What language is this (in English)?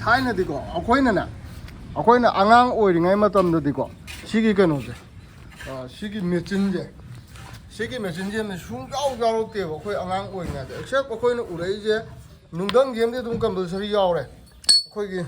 Manipuri